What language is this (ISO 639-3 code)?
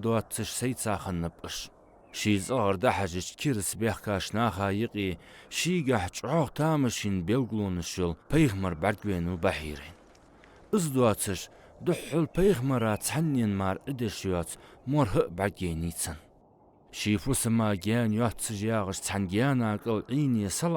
inh